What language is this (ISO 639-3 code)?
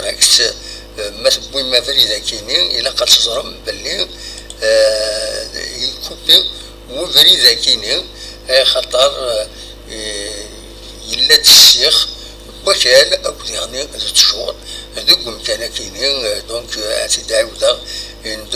kab